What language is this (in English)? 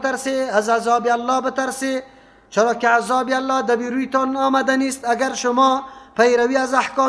Persian